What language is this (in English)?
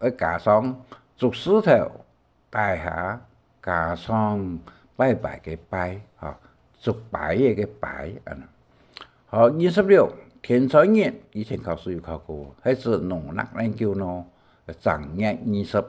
Hakka Chinese